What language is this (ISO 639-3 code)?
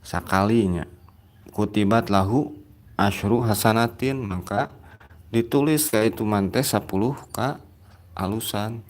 sun